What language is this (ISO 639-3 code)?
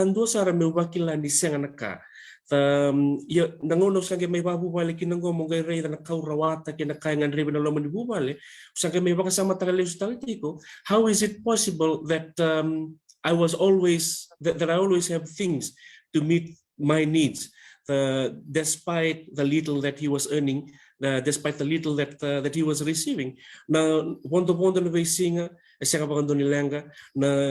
fij